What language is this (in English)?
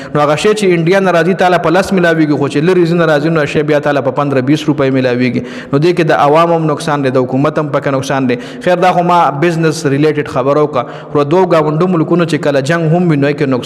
Pashto